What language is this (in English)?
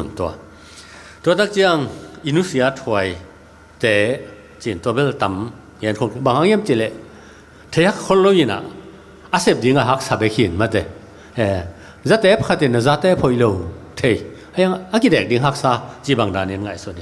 Tedim Chin